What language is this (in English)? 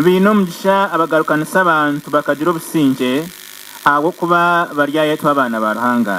Nyankole